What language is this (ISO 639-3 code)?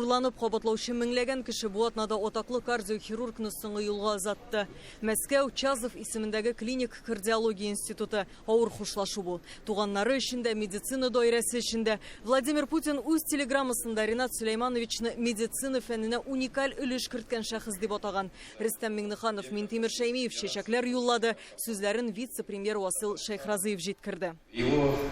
tat